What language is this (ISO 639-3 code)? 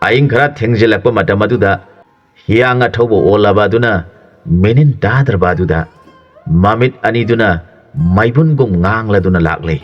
mni